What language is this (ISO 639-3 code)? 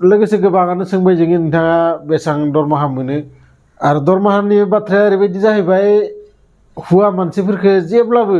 brx